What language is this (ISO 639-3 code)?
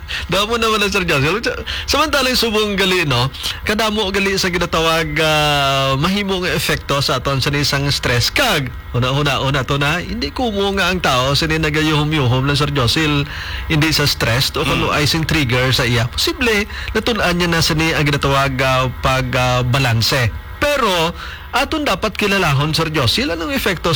hil